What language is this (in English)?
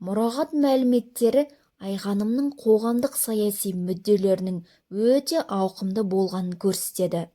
Kazakh